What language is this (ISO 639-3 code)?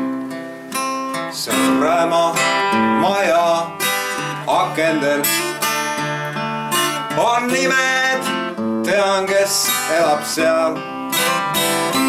est